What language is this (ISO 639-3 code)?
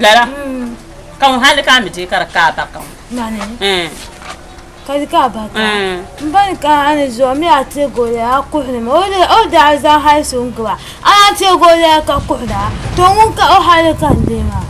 dag